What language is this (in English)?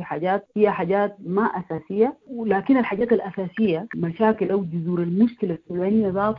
Sudanese Arabic